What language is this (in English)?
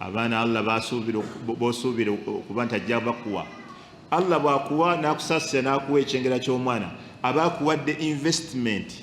Ganda